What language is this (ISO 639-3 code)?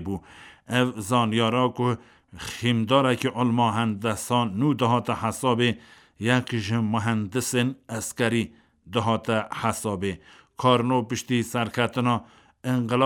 kur